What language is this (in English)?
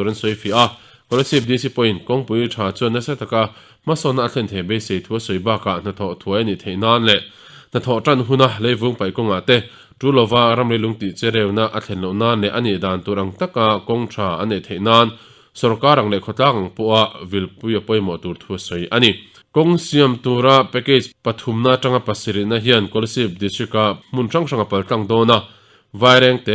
Mizo